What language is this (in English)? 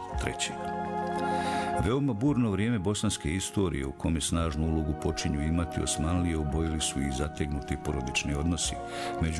Bosnian